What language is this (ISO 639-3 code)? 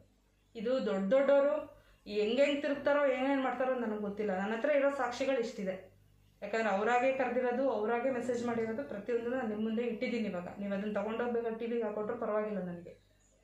kan